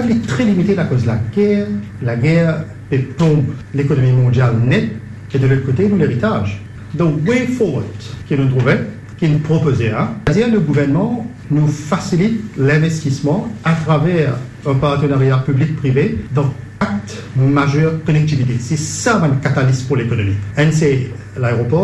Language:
Morisyen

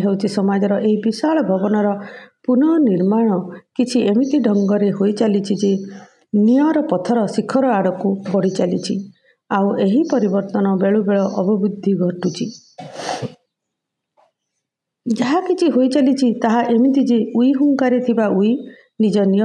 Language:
Odia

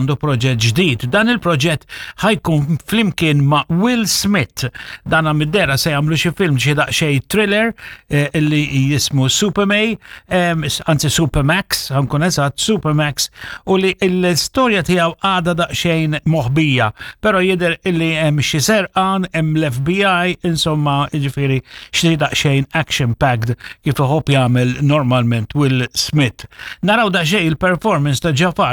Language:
Maltese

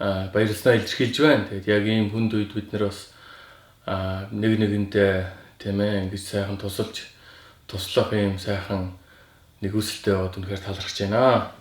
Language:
Mongolian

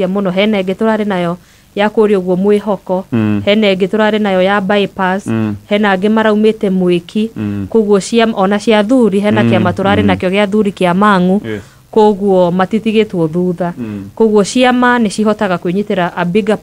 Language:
Kikuyu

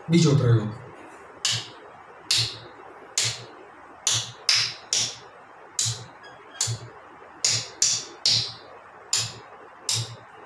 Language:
Gujarati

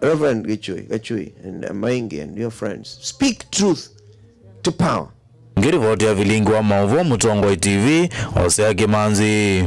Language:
Kamba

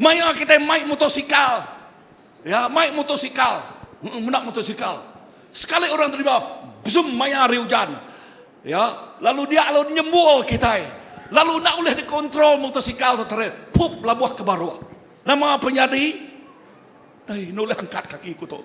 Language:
Iban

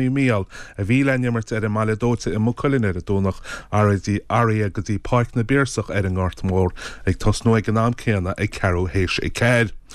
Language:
Irish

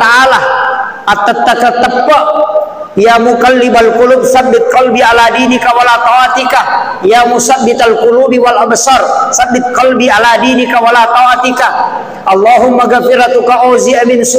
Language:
Buginese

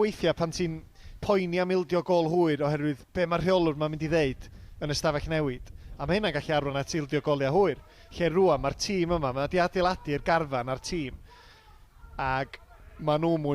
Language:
Welsh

